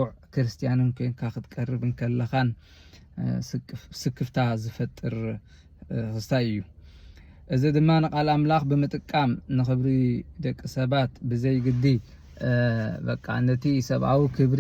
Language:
Tigrinya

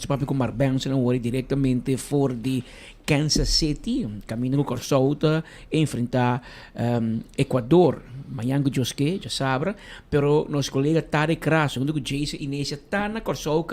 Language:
Papiamento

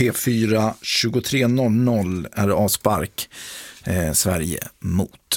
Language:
Swedish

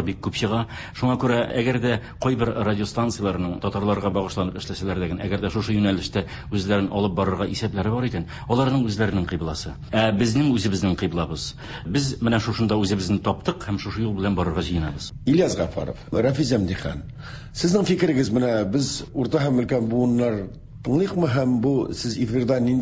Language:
Tatar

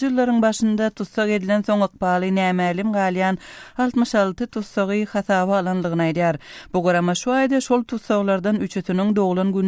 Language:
Turkmen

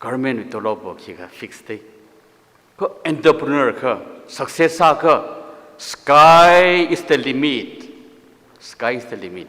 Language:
Tangkhul Naga (India)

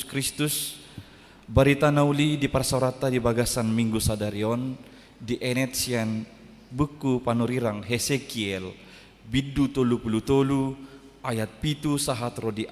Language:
Batak Toba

